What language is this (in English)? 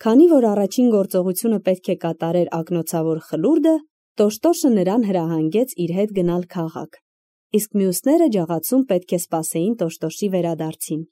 Armenian